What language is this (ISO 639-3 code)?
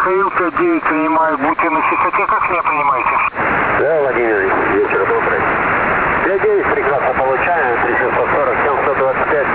rus